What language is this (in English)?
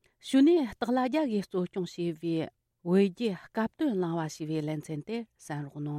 Tibetan